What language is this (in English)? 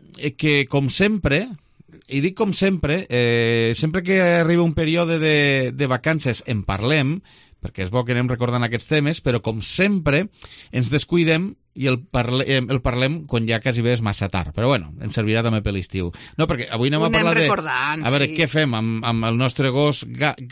Catalan